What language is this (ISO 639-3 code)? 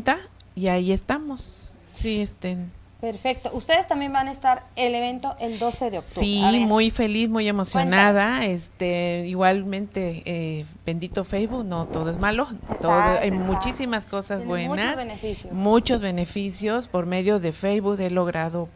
spa